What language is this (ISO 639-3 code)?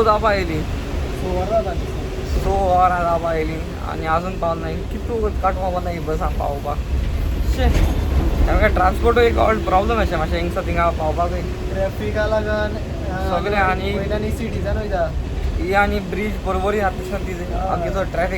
kok